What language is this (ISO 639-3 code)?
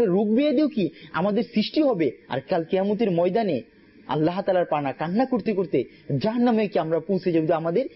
ben